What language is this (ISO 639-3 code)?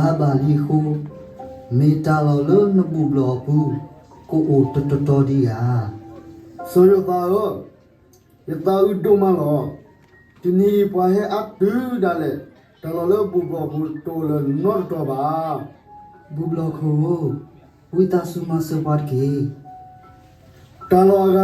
ksw